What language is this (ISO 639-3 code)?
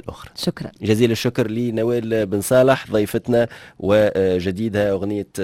aeb